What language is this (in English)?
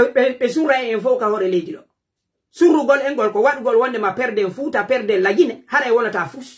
Pular